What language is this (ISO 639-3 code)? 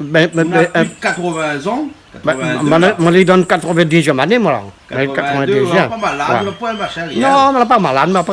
rcf